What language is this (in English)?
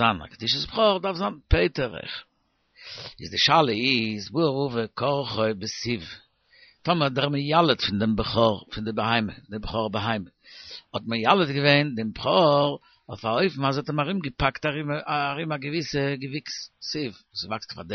Yiddish